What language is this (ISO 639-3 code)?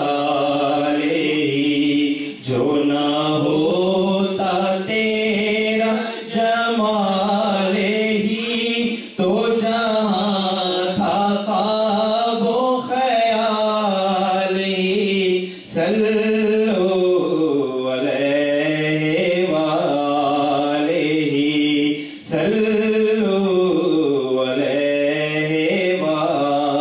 urd